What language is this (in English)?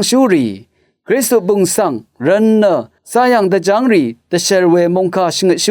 Rawang